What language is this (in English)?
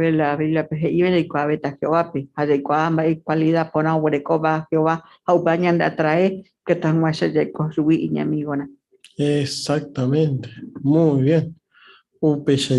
Guarani